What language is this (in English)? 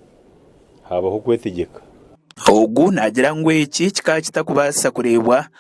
Nyankole